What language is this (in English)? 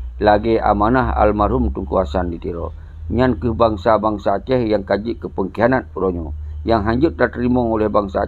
Achinese